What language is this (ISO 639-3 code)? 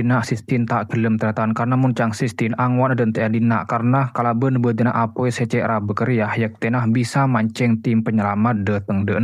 mad